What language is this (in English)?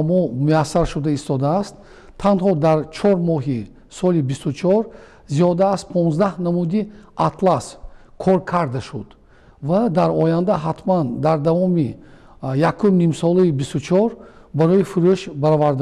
Tajik